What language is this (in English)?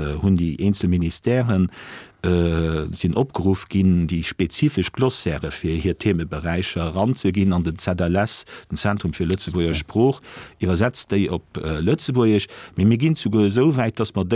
Luxembourgish